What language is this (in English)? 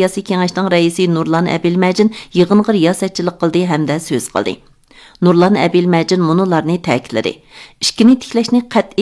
Uyghur